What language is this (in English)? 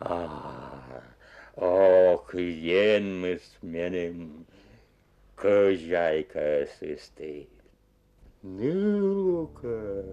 Komi